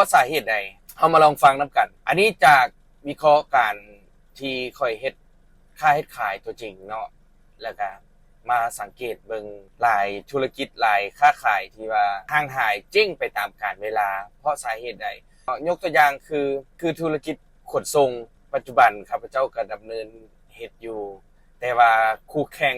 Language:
Lao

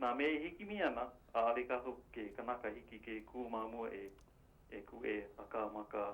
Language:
Hawaiian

